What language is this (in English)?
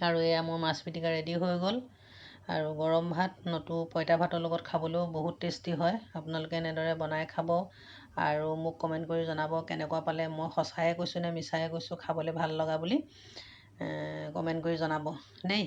Assamese